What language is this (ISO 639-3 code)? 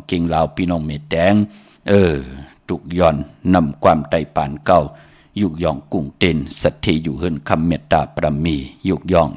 shn